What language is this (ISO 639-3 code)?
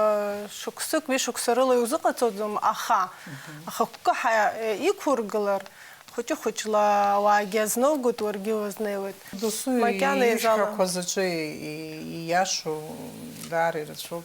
abk